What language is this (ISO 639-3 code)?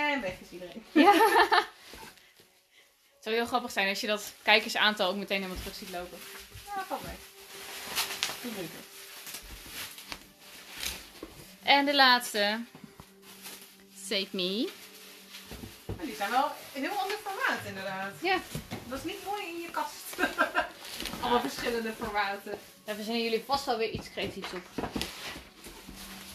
nld